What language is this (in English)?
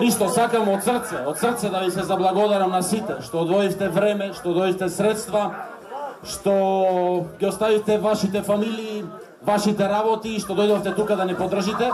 Macedonian